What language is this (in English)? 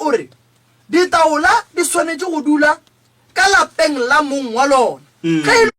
Northern Sotho